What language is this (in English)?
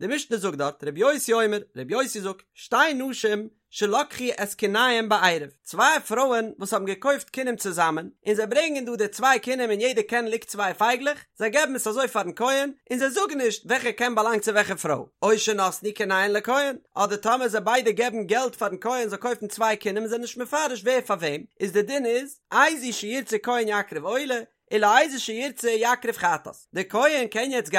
Yiddish